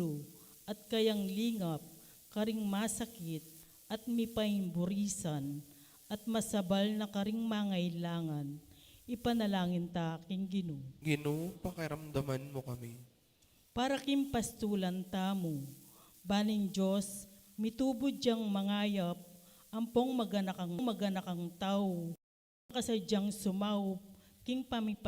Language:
Pampanga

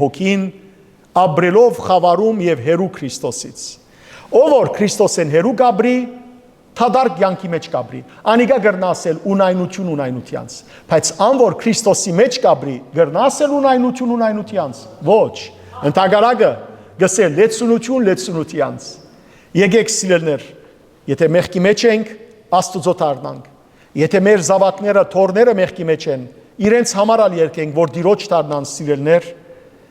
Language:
Western Armenian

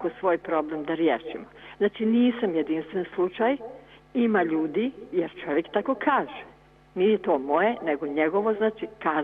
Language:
Serbian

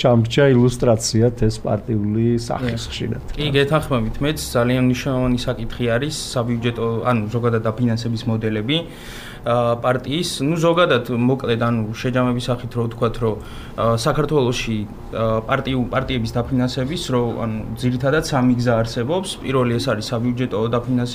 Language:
Georgian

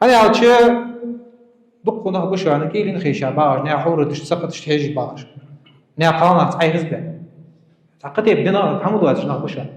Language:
Ingush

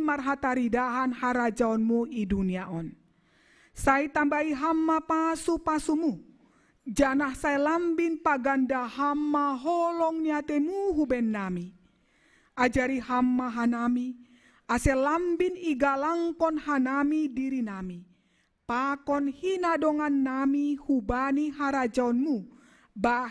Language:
Batak Simalungun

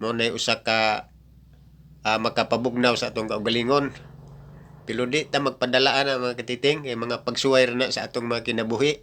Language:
Cebuano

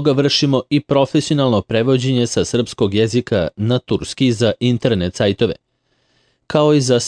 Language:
Serbian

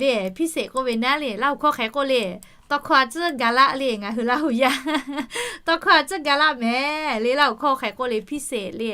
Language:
Lahu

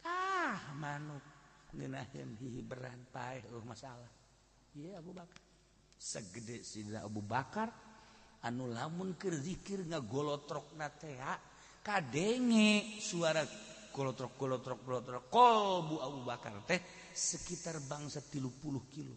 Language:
Sundanese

